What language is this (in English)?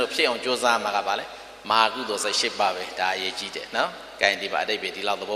Burmese